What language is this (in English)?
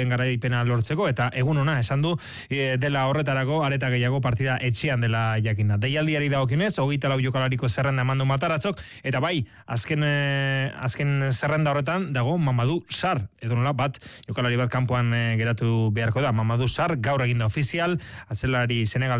Basque